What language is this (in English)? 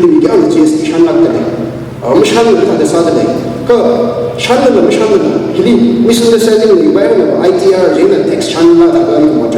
Tangkhul Naga (India)